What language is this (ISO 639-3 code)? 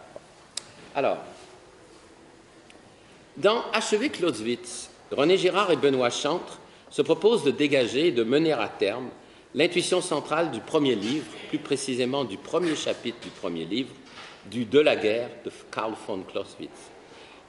fra